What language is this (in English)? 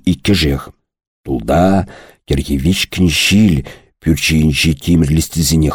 Chuvash